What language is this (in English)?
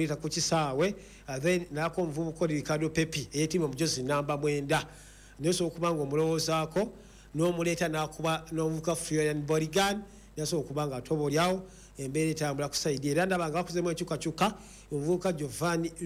Ganda